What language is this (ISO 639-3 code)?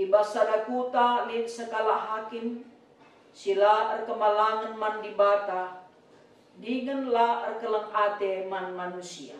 btx